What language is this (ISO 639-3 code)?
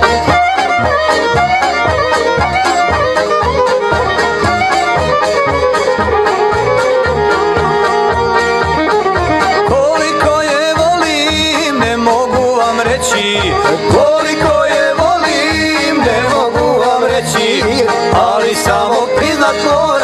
hrv